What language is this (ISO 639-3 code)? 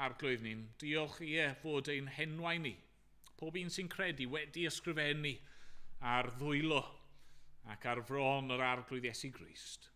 cym